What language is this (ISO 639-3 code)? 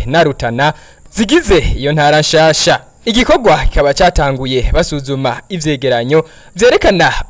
run